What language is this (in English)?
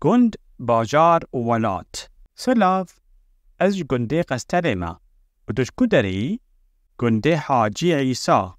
Kurdish